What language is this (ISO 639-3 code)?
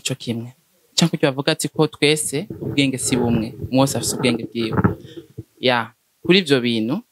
run